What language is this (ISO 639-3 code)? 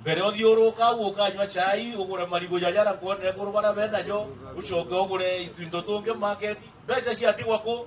mer